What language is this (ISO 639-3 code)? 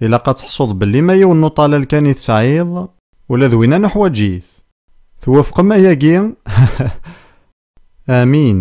kab